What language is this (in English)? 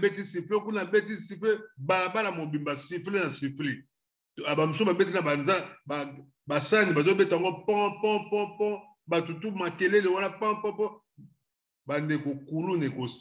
Lingala